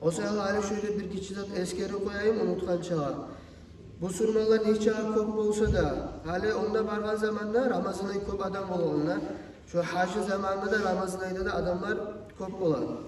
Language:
Kumyk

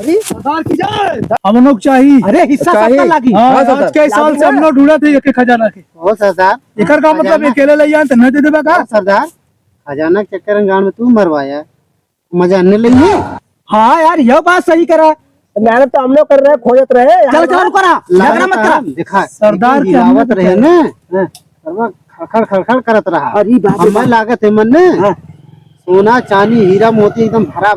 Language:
Awadhi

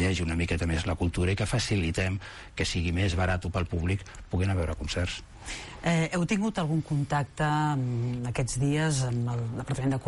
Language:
Catalan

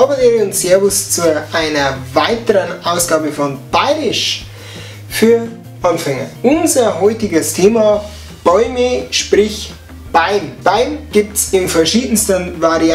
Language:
Bavarian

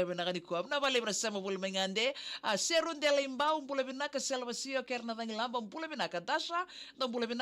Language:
Fijian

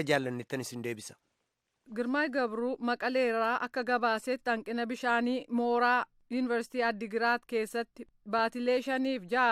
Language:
Oromo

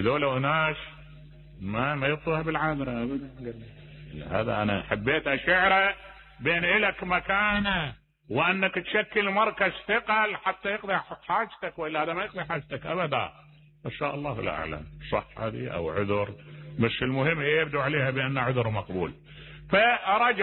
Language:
Mesopotamian Arabic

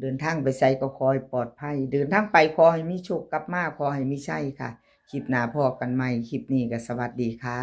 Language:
Northeastern Thai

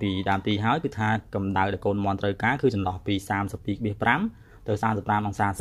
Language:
Khmer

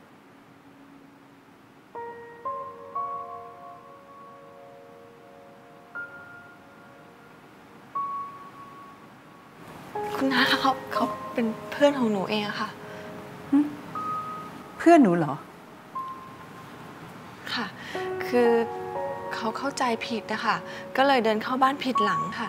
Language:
Thai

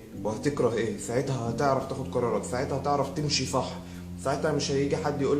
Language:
Egyptian Arabic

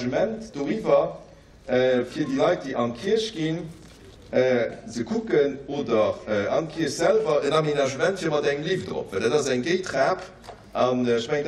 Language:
Luxembourgish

